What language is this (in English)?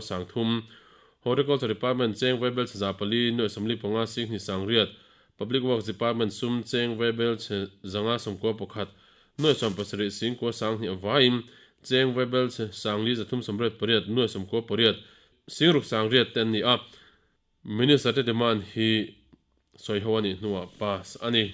Mizo